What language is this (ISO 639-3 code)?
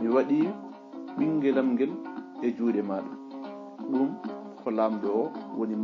ful